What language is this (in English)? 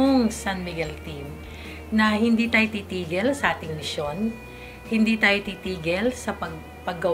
Filipino